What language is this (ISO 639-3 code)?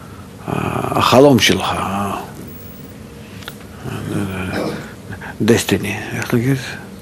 heb